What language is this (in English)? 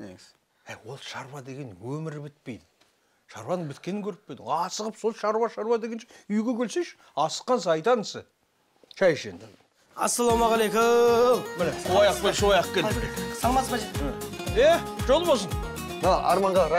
Kazakh